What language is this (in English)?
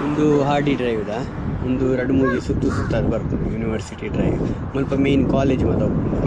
Tulu